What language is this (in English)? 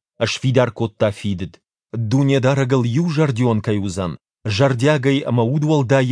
Ossetic